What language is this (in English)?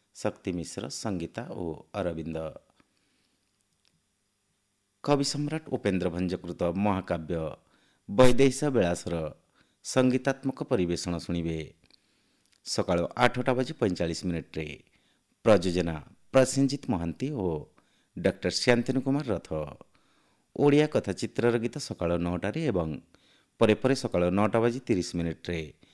Odia